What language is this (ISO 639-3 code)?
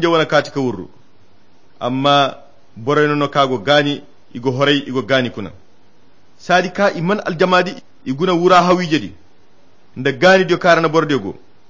khq